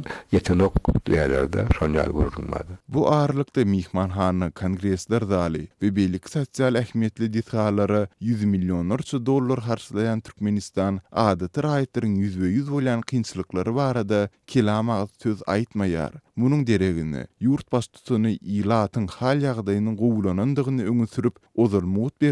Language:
Turkmen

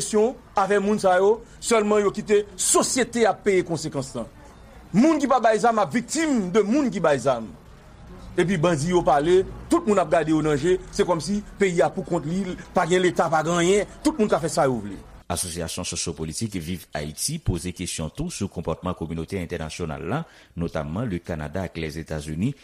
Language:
Haitian Creole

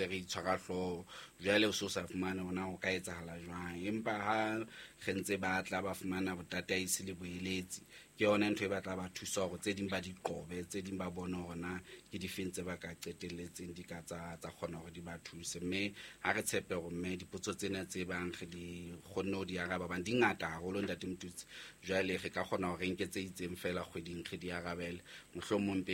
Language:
Southern Sotho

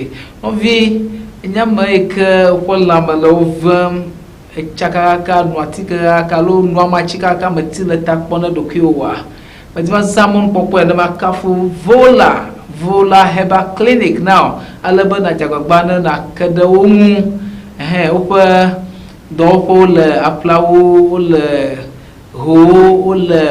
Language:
Ewe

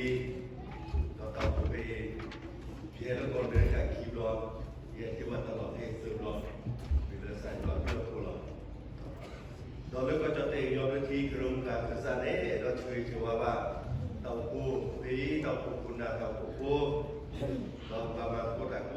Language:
S'gaw Karen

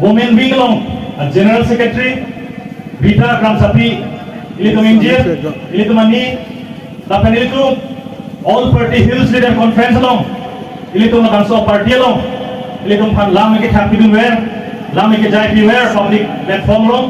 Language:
Karbi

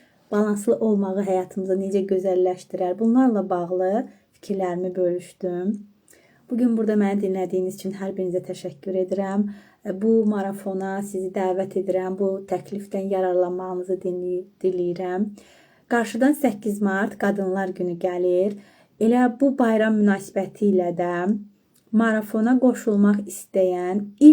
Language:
Azerbaijani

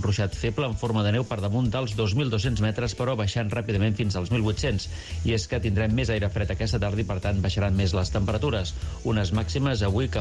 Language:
Catalan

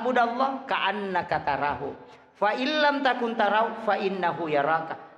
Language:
Buginese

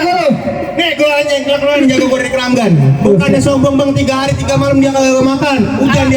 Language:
Betawi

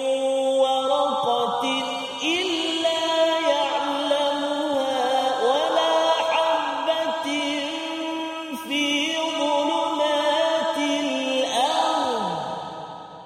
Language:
Malay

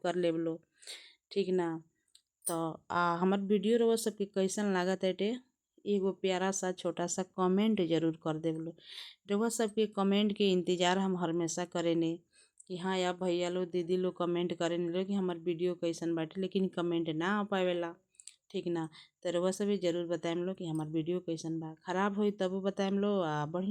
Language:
Bhojpuri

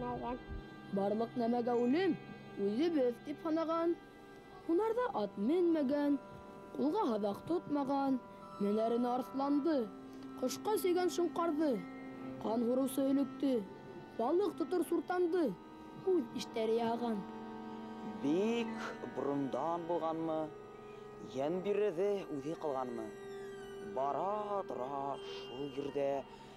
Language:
Bashkir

